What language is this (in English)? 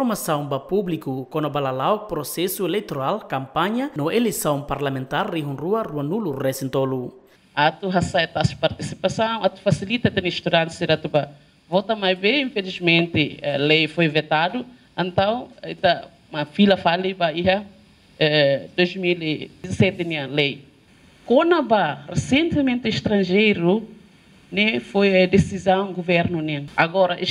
Tetum